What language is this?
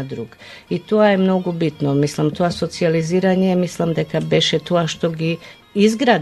Macedonian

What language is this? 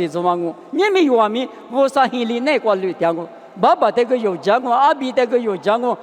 Lisu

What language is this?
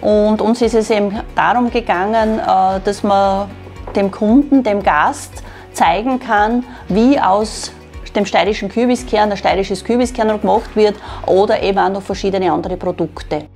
Bavarian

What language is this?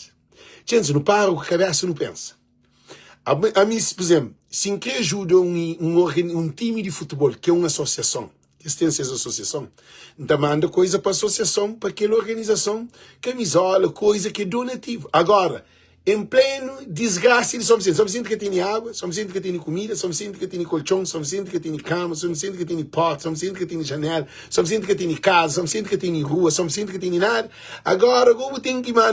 Kabuverdianu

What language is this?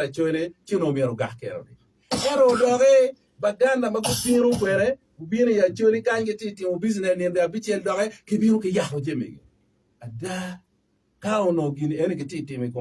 Acoli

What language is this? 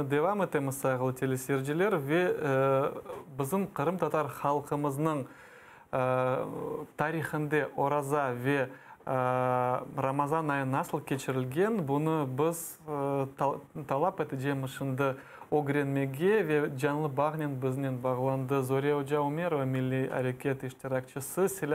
Crimean Tatar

